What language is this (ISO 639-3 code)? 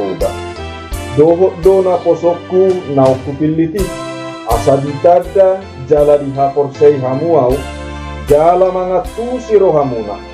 bbc